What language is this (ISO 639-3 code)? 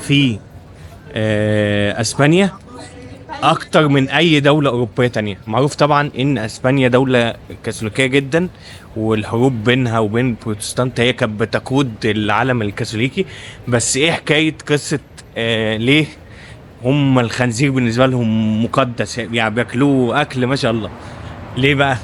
arz